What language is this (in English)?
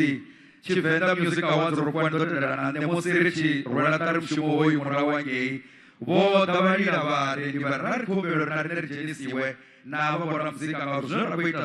Venda